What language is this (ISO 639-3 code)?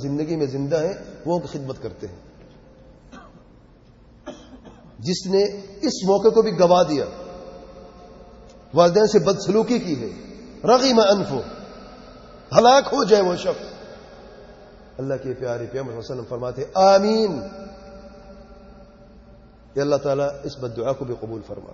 urd